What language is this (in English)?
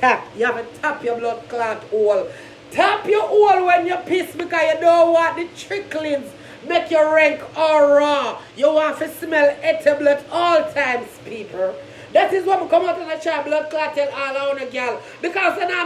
Jamaican Creole English